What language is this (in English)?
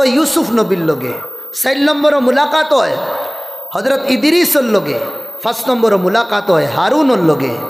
Sylheti